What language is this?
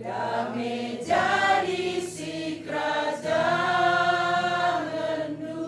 Batak Karo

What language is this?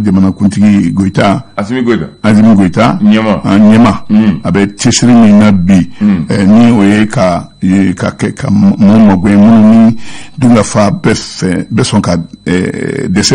Bambara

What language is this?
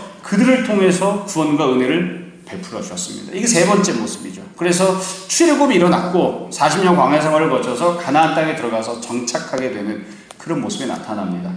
Korean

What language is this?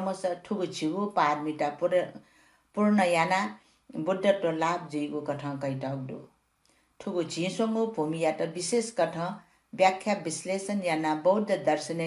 Newari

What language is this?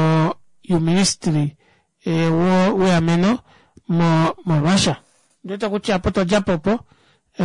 Kuanyama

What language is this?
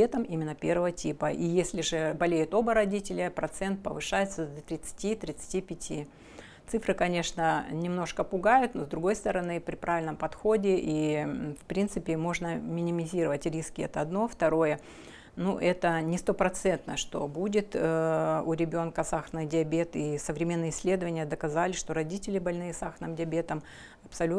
Russian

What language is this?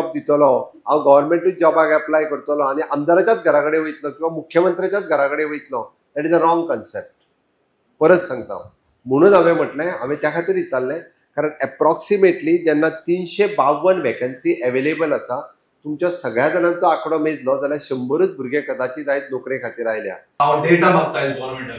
Konkani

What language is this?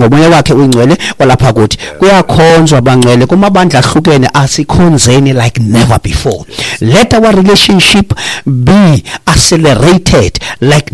Xhosa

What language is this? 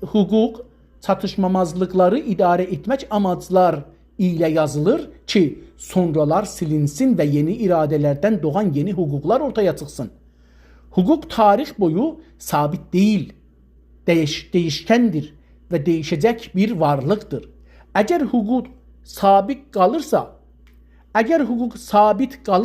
South Azerbaijani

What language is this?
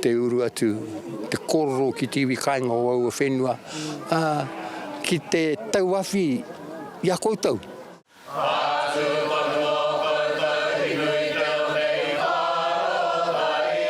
Māori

